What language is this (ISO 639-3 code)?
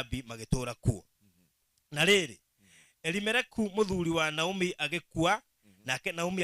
kik